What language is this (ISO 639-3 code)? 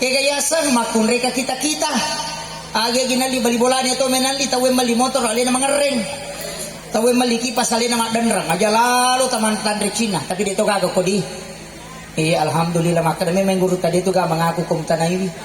bug